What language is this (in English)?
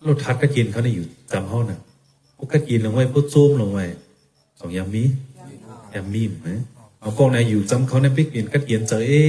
Shan